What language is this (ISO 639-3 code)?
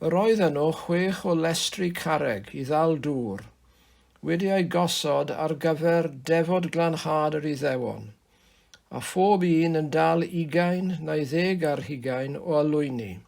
cym